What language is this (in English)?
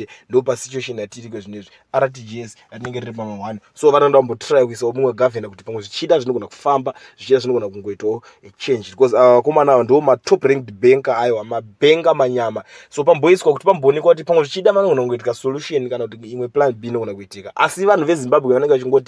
Shona